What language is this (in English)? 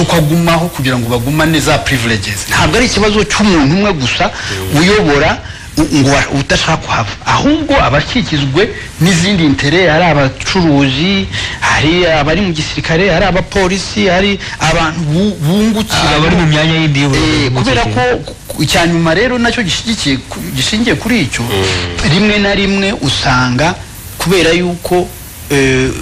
Kinyarwanda